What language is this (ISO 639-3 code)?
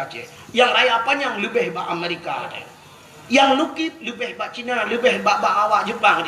ace